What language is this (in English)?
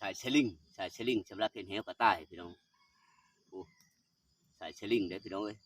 Northeastern Thai